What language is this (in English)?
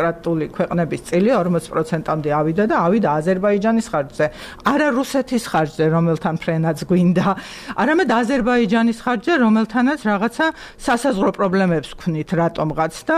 Georgian